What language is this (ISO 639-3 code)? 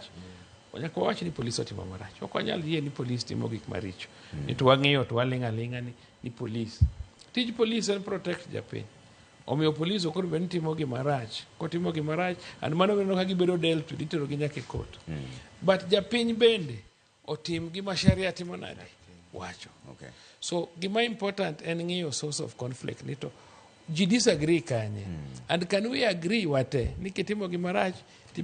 luo